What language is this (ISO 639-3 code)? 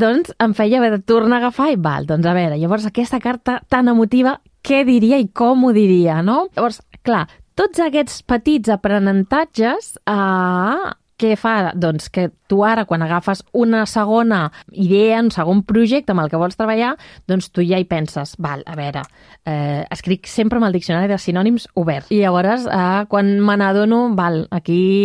cat